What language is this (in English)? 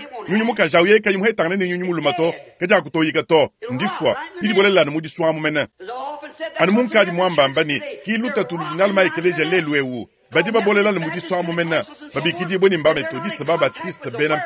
Luba-Lulua